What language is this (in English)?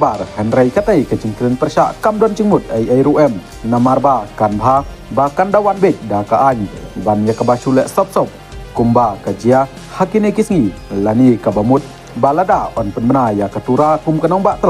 Khasi